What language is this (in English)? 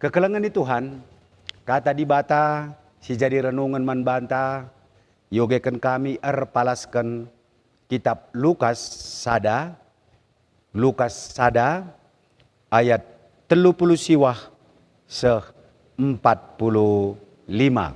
Batak Karo